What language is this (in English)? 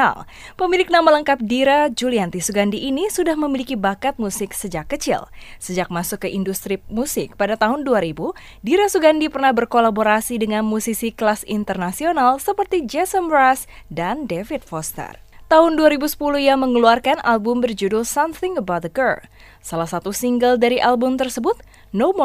Indonesian